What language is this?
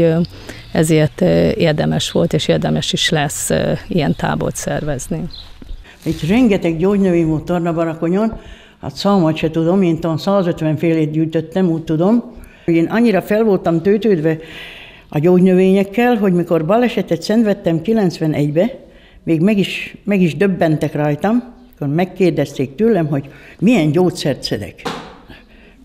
Hungarian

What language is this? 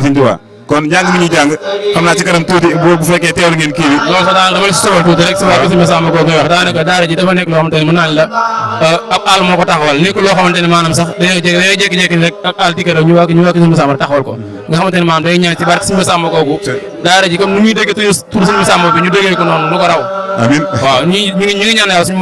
Wolof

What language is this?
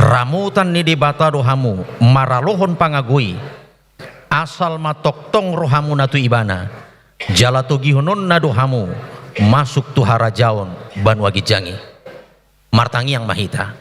Batak Toba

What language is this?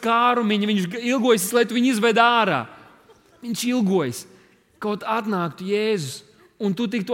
Latvian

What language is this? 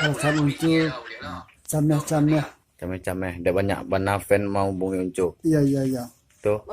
Minangkabau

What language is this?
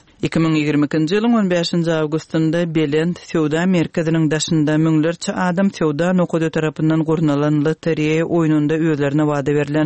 Turkmen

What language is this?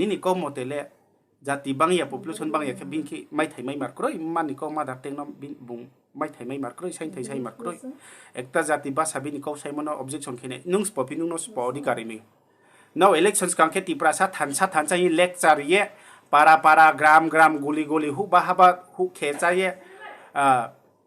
Riang (India)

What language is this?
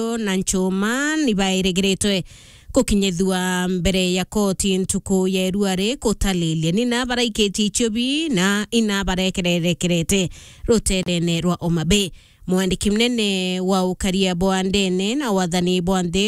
Meru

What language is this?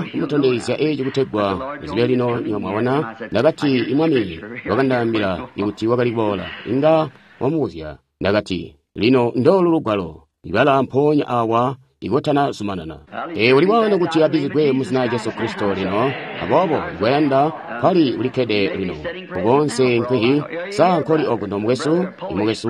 Tonga (Zambia)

